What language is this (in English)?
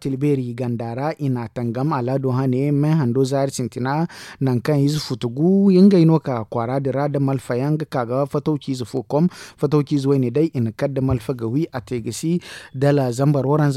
Zarma